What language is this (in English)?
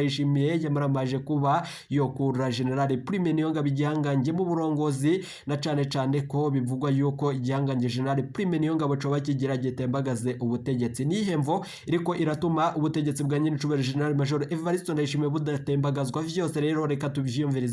Rundi